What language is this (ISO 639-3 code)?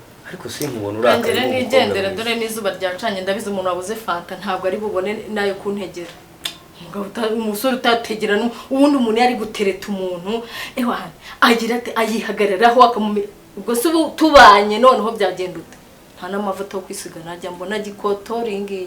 kin